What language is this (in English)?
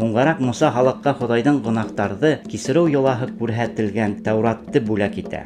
Bashkir